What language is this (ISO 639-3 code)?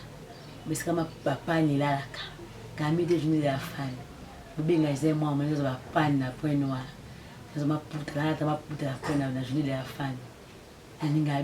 lin